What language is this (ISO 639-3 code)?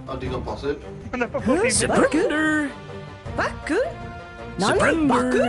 cym